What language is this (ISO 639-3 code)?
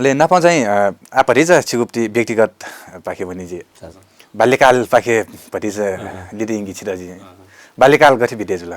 new